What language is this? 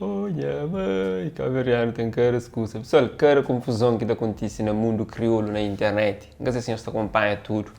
Kabuverdianu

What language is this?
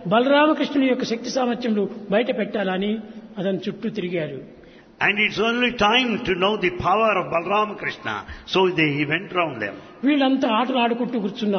Telugu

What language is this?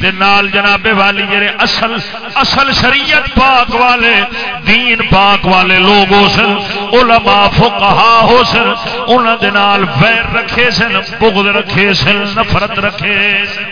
Saraiki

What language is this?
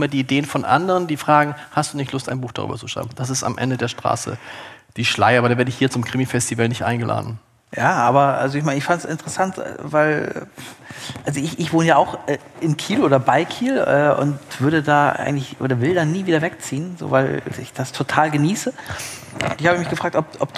German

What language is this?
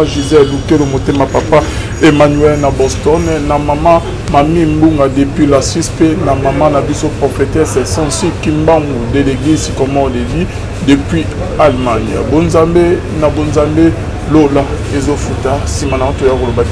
Lingala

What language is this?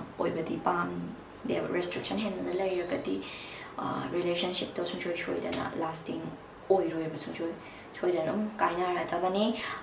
Manipuri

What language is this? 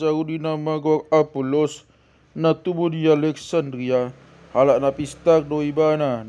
Batak Toba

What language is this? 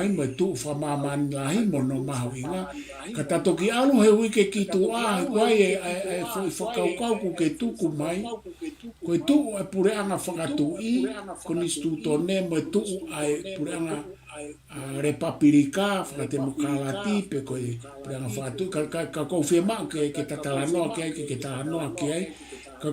Tongan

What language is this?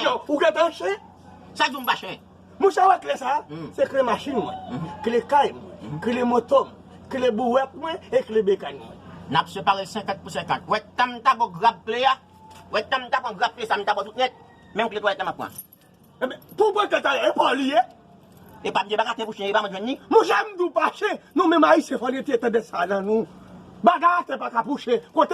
Haitian Creole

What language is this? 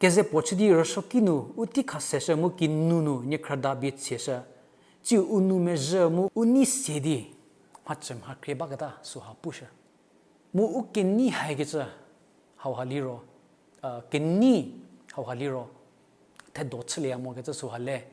Angami Naga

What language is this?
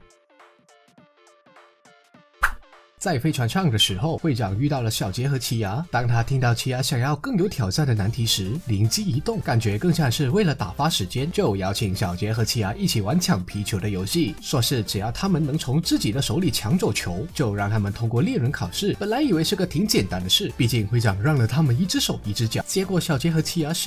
Chinese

